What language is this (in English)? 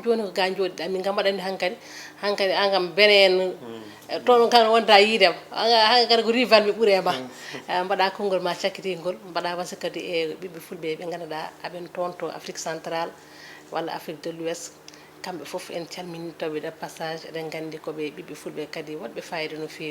Fula